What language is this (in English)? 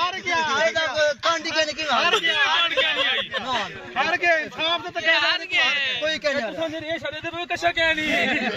Saraiki